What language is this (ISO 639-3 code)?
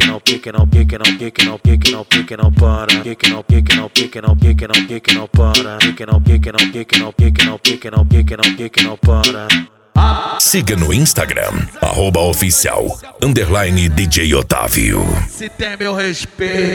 por